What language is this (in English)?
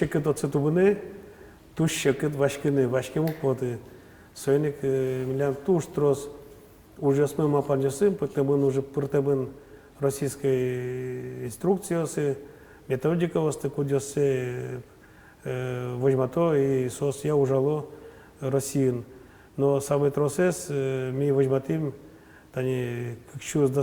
Udmurt